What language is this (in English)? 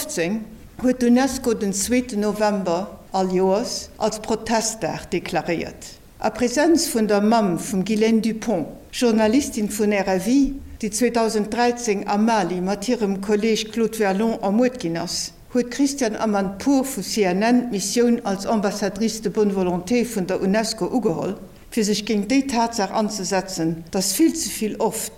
Luxembourgish